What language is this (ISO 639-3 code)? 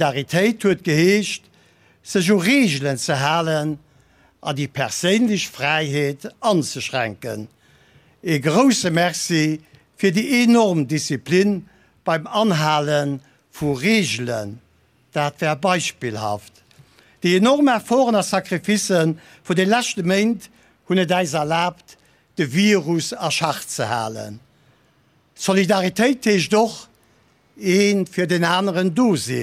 ltz